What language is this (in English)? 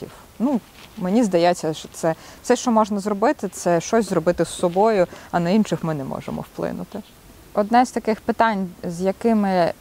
Ukrainian